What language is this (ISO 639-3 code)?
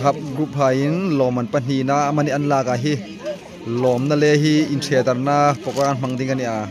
hmr